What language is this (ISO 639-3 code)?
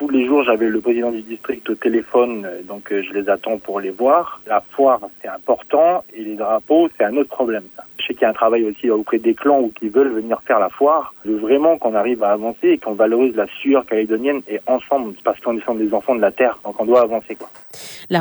fra